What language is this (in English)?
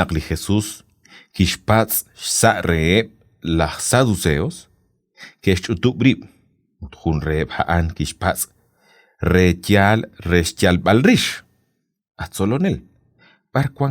Kekchí